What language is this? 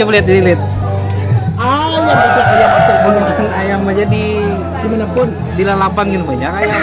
Banjar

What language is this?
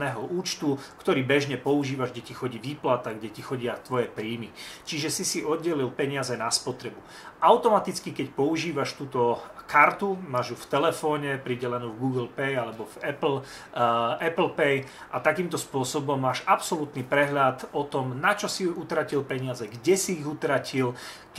Slovak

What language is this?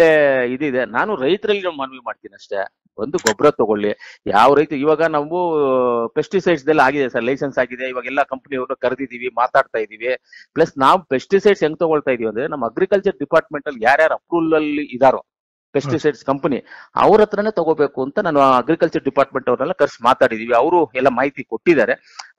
Kannada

